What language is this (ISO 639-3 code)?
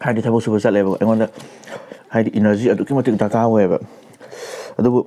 mni